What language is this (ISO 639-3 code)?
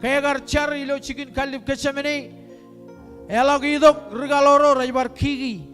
mah